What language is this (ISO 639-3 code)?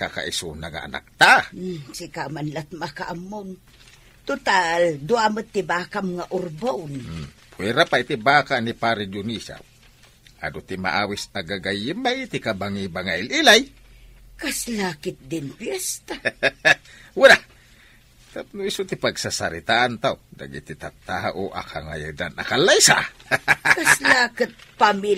ilo